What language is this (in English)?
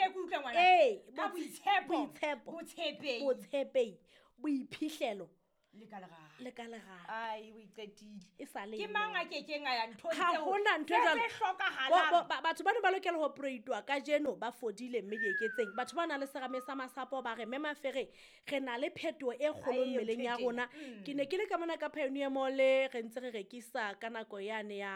Southern Sotho